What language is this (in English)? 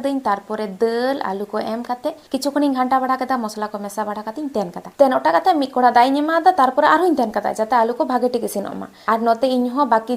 Santali